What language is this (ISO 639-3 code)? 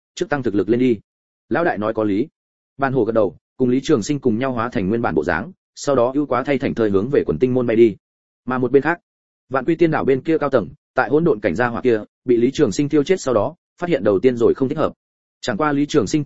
vie